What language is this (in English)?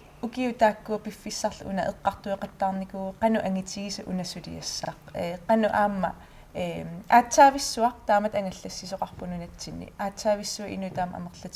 Kalaallisut